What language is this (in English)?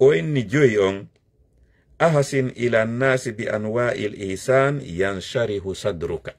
Fula